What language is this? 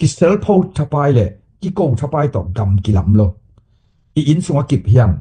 Tedim Chin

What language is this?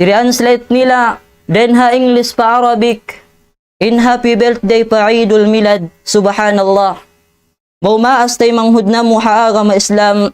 Tausug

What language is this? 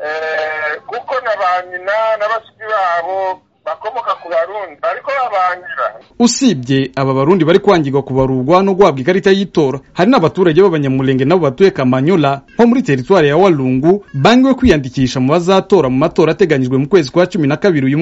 Kinyarwanda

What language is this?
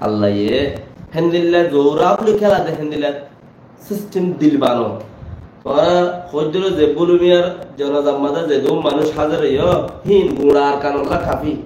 Rohingya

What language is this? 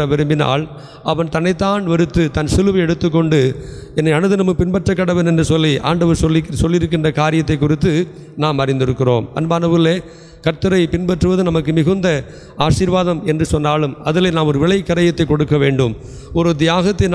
Tamil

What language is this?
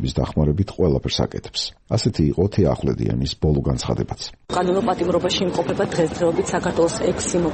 Georgian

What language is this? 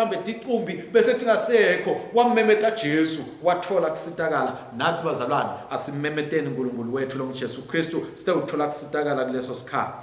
Swati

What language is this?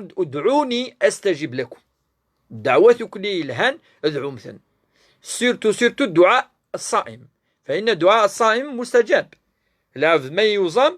Kabyle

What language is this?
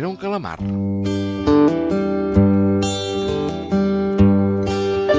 Catalan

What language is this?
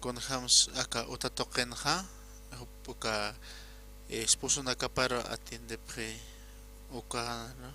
Aymara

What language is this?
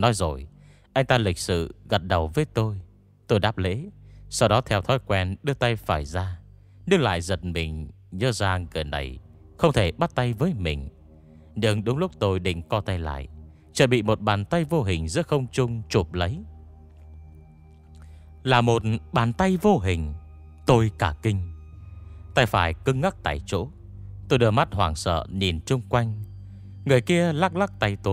Vietnamese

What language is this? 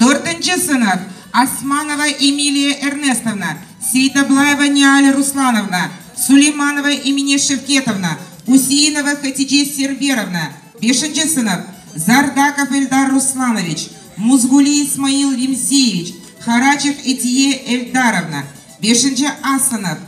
Crimean Tatar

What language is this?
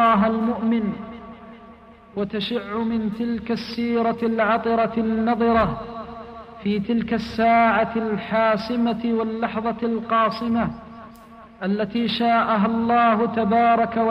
Arabic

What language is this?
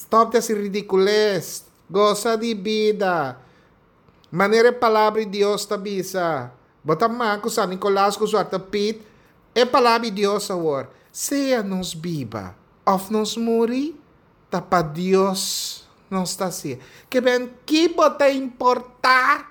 Papiamento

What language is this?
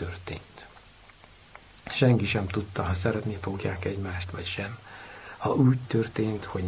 Hungarian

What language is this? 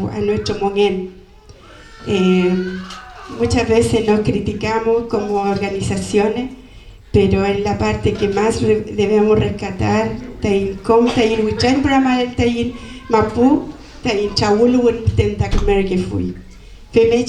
Mapuche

